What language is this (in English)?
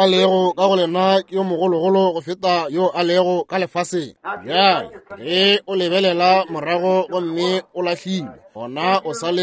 Northern Sotho